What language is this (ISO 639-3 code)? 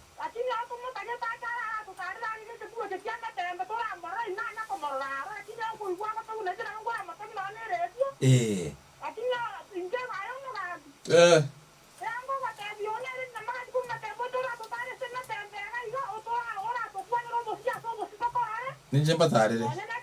guz